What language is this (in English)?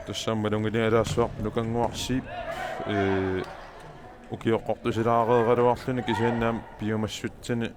Kalaallisut